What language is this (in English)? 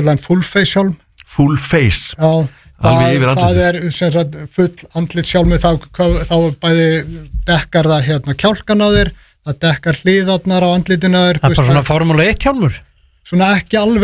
Icelandic